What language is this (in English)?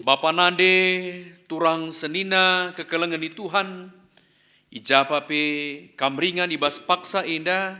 Batak Karo